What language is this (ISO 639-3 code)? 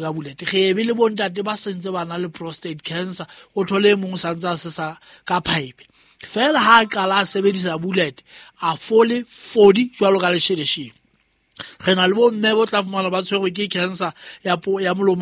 sot